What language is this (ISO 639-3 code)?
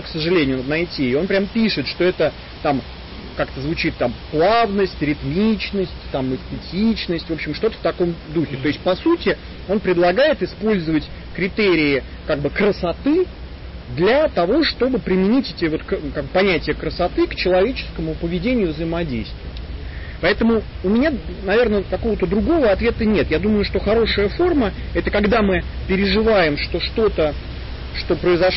rus